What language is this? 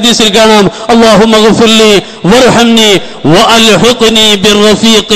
Malayalam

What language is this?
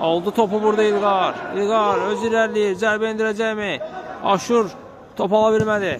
Azerbaijani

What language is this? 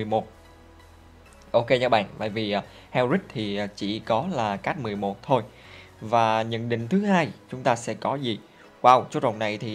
Vietnamese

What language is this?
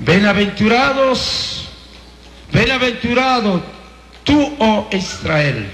Chimborazo Highland Quichua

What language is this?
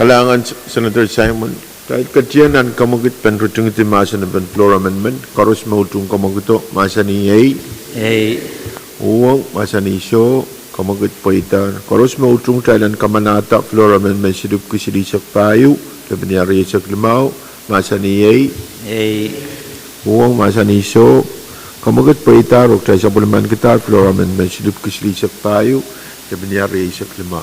Pohnpeian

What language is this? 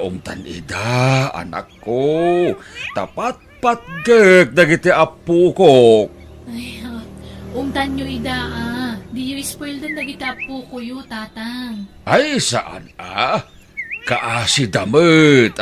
Iloko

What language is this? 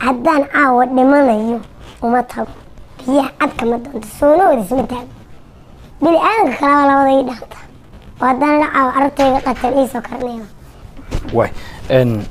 Somali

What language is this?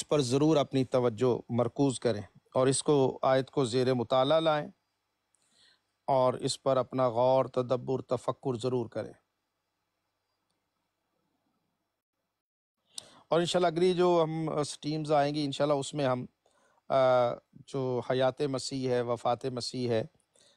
Urdu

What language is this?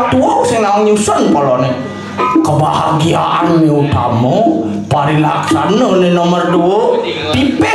Balinese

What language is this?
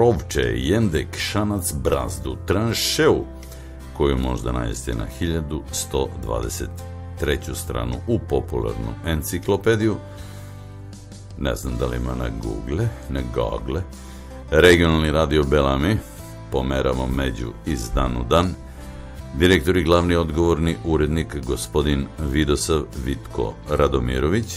Serbian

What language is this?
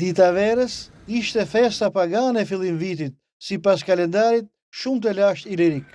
Albanian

